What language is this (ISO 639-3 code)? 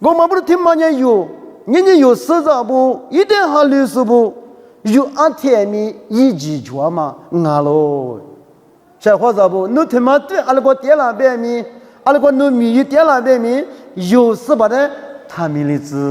lis